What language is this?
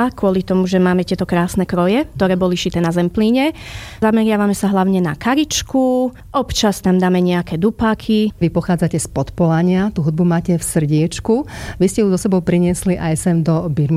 Slovak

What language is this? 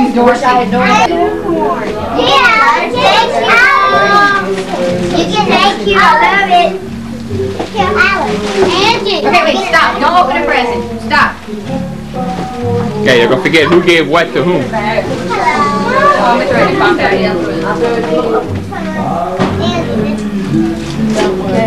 English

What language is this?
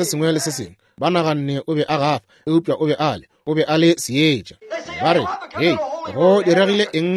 Northern Sotho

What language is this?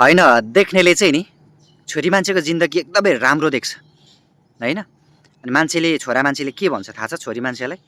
Nepali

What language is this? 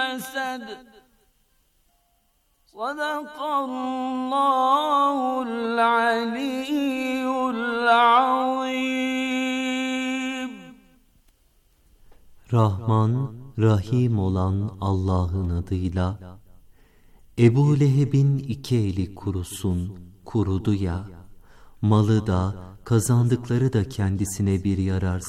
Turkish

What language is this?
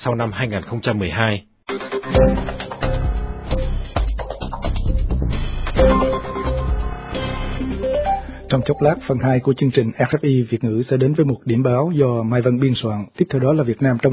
Vietnamese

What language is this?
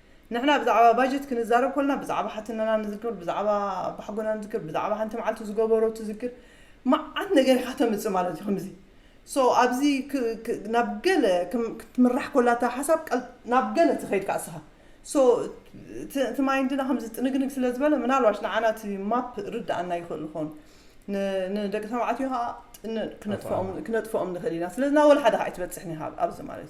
Tigrinya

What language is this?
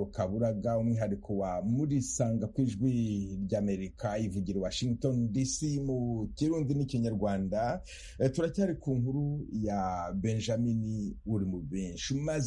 Kinyarwanda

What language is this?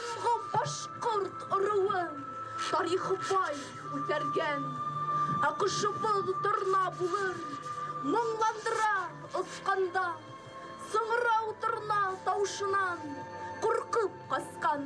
Bashkir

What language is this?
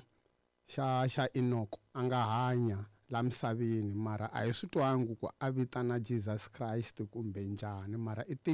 Tsonga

